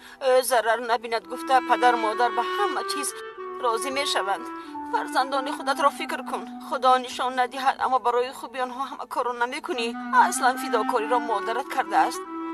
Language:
Tajik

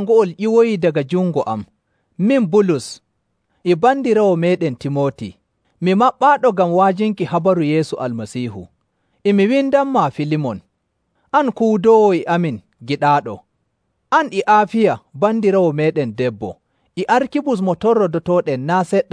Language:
Nigerian Fulfulde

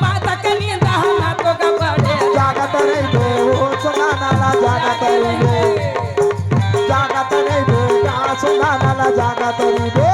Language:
Chhattisgarhi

